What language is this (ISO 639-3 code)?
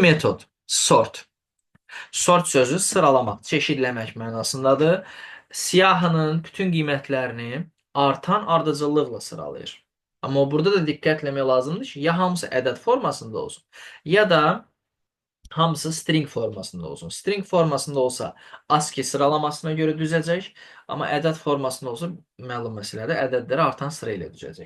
aze